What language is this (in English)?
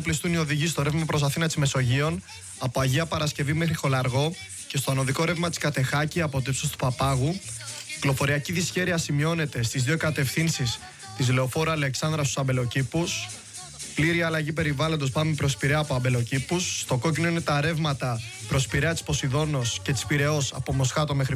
Greek